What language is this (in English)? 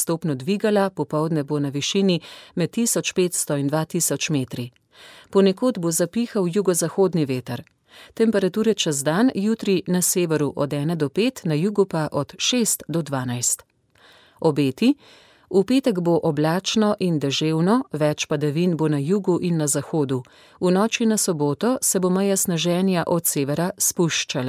Slovenian